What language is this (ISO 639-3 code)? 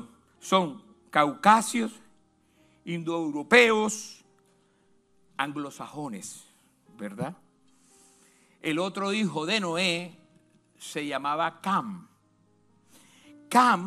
spa